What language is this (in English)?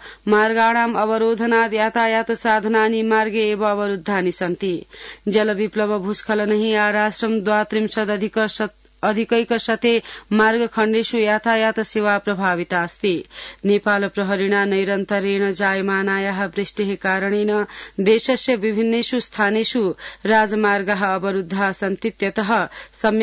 Sanskrit